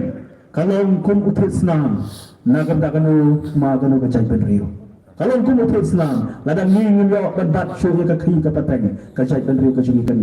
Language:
Khasi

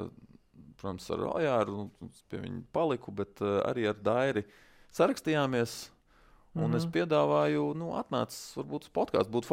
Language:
Latvian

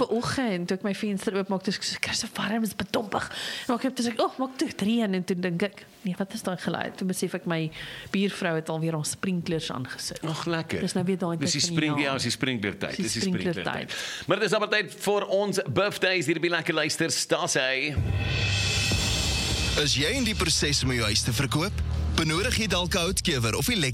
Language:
Afrikaans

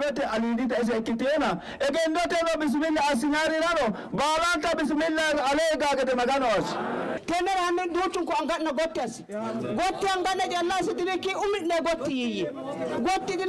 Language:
Sidamo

